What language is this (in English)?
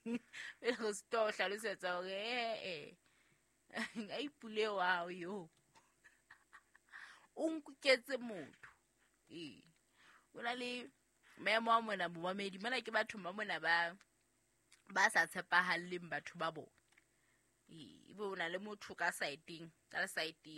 Southern Sotho